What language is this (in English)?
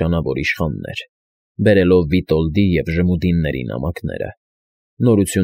Armenian